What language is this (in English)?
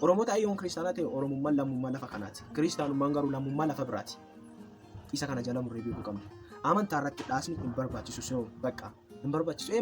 Oromo